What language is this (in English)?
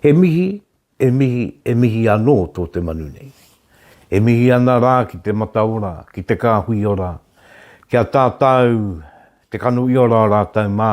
Māori